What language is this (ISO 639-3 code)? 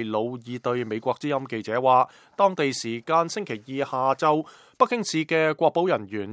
yue